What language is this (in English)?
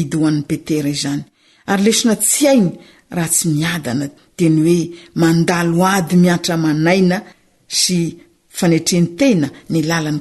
Malagasy